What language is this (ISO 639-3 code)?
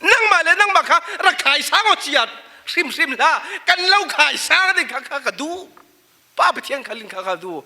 cfm